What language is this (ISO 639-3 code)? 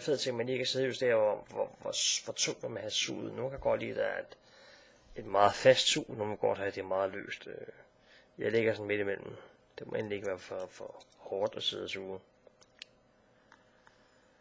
dan